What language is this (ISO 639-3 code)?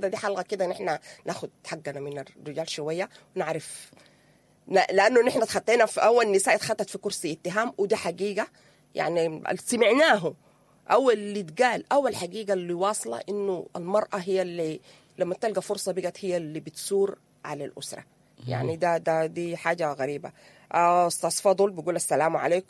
apd